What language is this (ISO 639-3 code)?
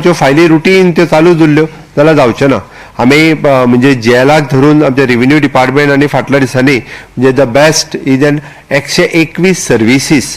kok